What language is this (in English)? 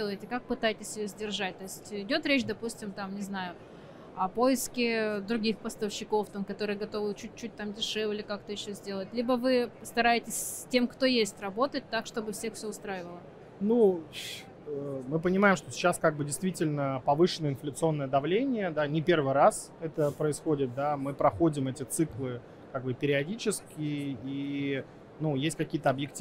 Russian